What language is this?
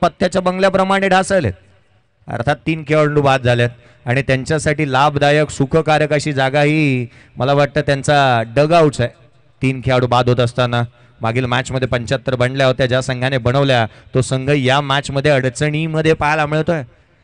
Marathi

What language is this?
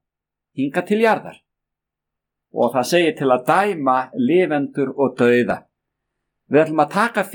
Icelandic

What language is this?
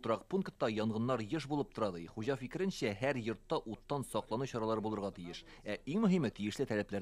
Tatar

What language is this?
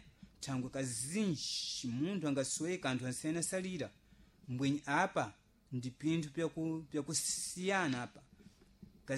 Sena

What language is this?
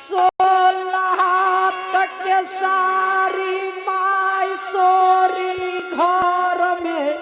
Angika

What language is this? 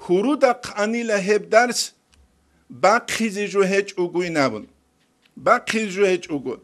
Avaric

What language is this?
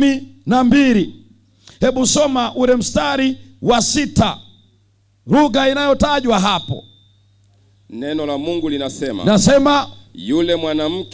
Swahili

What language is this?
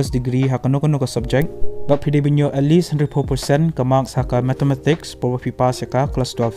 Khasi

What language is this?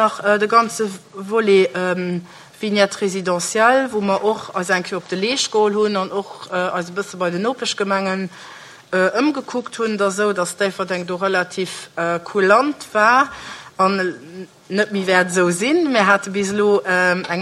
Luxembourgish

